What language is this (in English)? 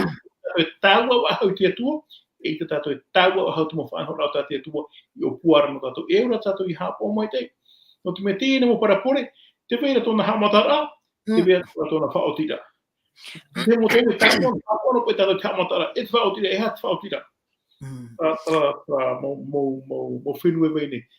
Tahitian